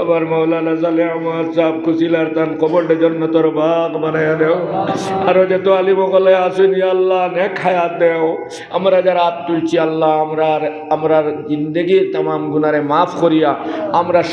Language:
Sylheti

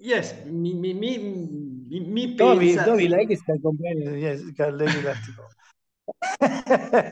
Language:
Esperanto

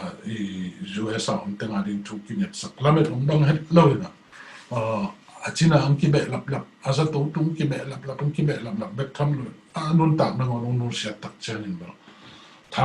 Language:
Tedim Chin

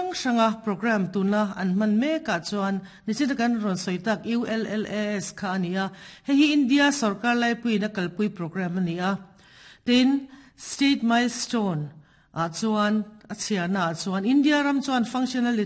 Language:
Mizo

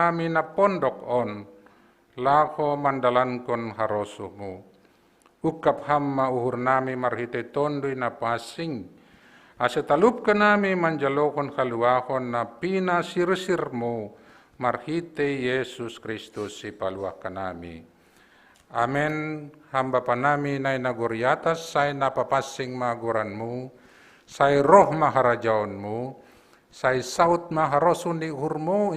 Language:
Batak Simalungun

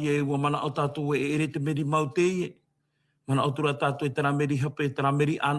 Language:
Tahitian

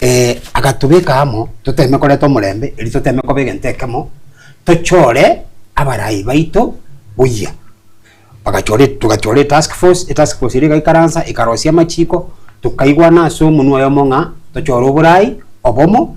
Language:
Gusii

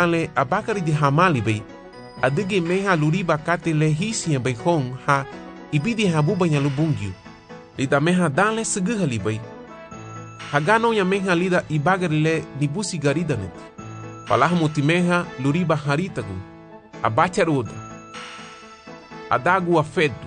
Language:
Garifuna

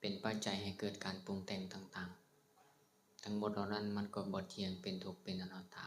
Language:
Lao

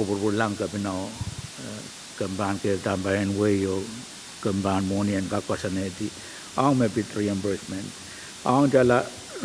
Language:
Pohnpeian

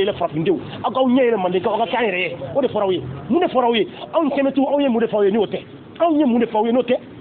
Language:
Bambara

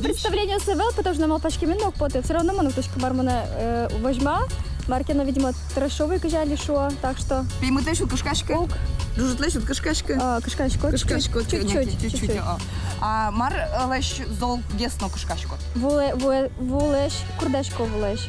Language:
Udmurt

